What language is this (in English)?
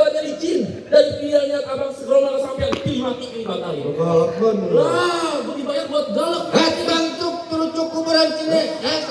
Betawi